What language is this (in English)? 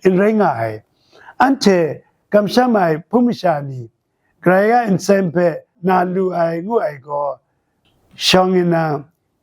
Kachin